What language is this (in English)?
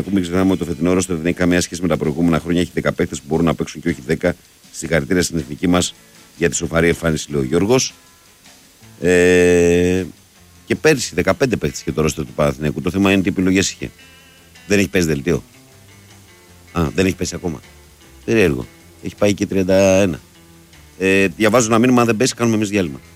Greek